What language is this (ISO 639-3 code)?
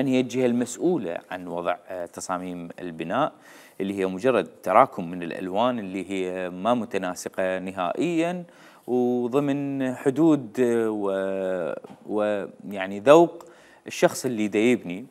acm